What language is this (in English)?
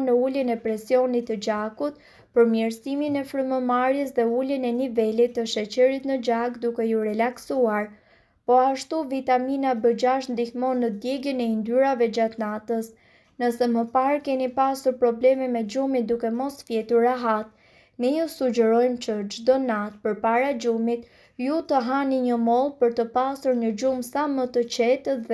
Albanian